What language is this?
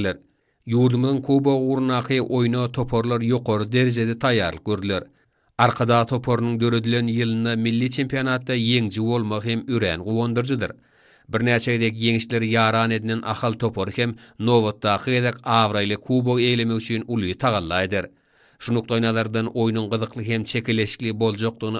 Turkmen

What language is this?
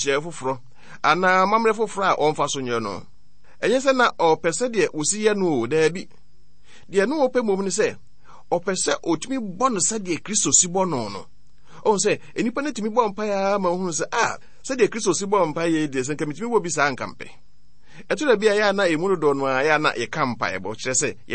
Akan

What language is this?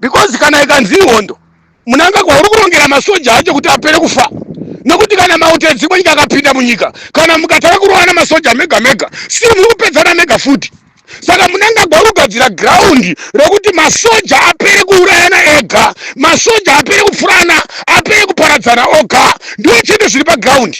Shona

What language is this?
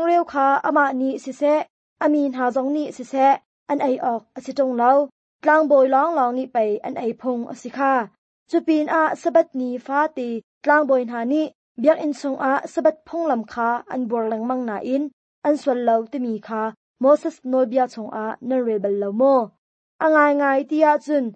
Hakha Chin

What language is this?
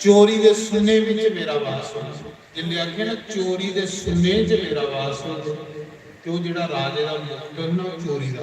Dogri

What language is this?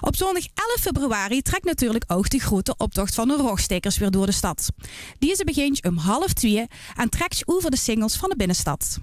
Limburgish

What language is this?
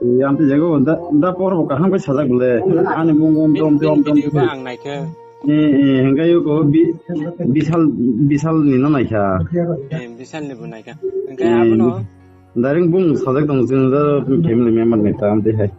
Kok Borok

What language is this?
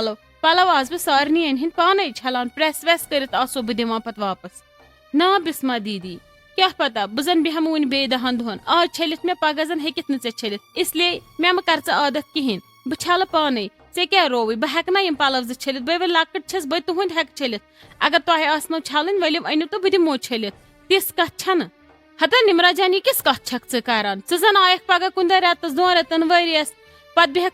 Kashmiri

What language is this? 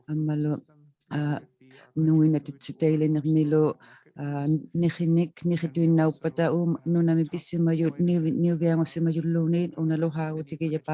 Inuktitut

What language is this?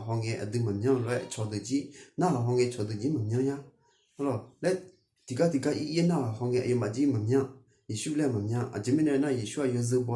Akha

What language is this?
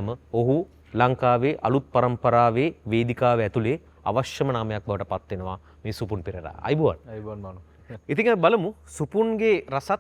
Sinhala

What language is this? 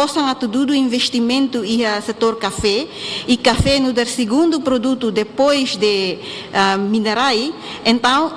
Tetum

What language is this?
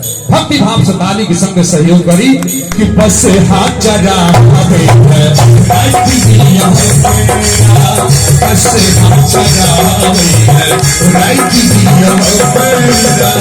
Maithili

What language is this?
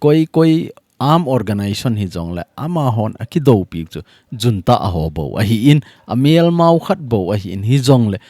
Thado Chin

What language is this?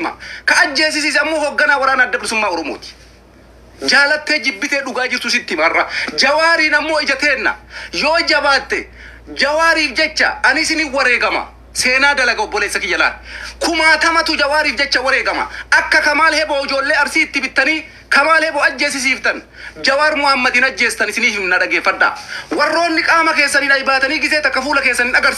Oromo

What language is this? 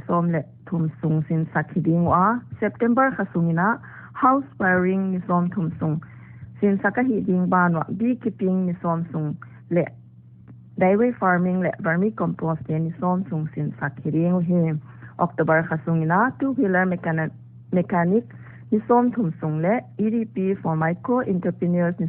Paite Chin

